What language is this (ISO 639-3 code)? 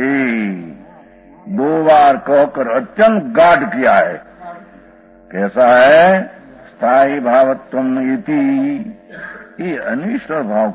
guj